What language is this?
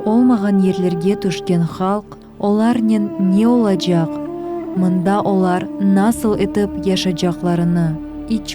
Crimean Tatar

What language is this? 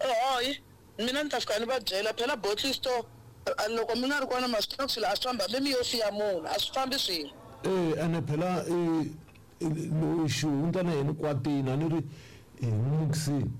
Tsonga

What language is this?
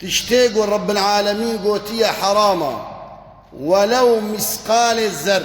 Kurdish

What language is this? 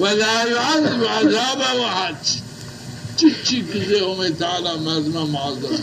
Zaza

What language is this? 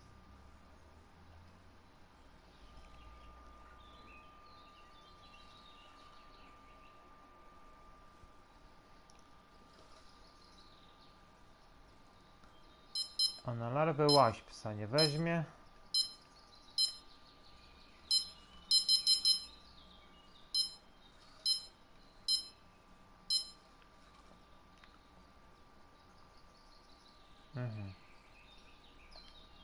Polish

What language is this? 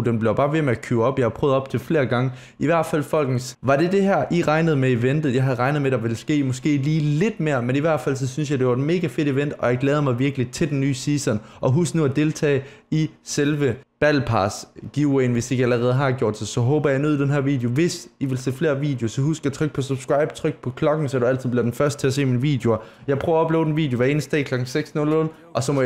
Danish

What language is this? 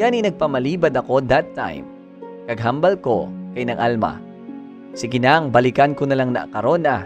Hiligaynon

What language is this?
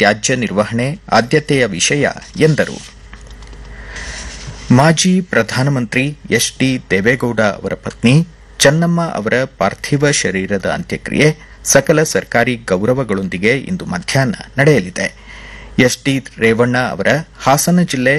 Kannada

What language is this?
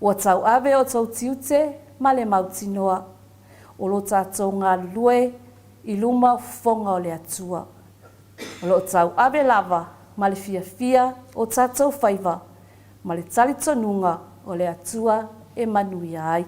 Samoan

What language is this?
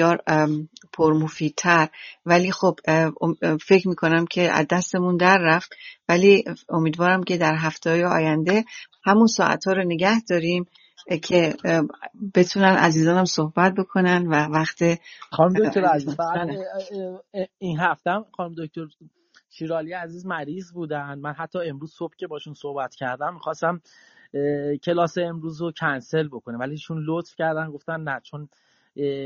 Persian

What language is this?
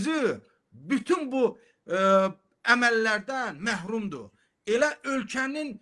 Azerbaijani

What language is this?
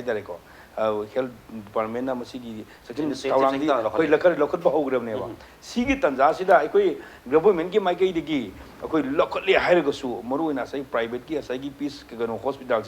Manipuri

